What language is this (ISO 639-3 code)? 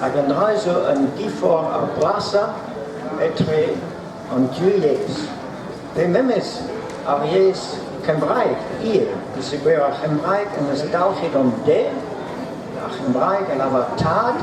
bre